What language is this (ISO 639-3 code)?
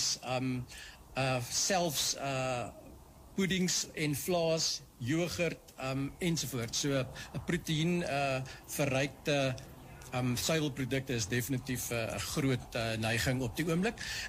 afr